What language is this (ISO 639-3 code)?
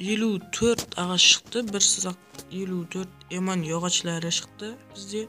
kaa